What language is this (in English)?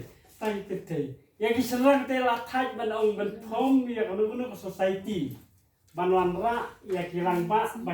Khasi